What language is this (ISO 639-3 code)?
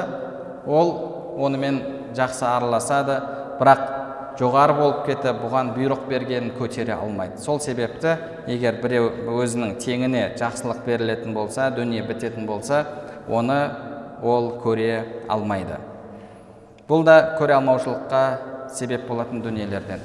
kaz